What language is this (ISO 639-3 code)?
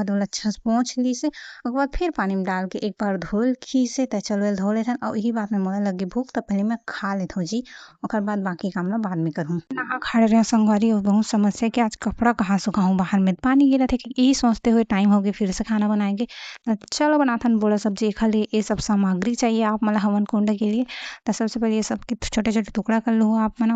hne